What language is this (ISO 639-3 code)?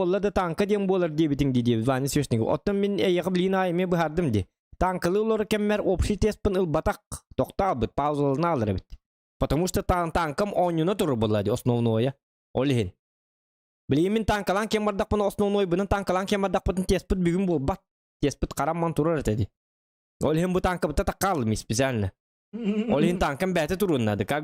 sah